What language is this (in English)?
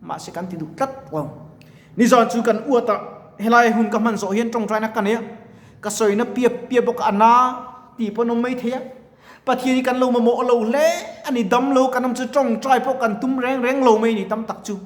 Mizo